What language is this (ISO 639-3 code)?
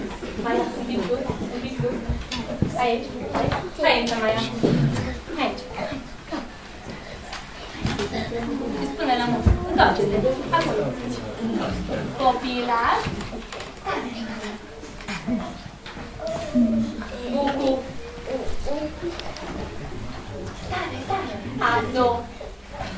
ron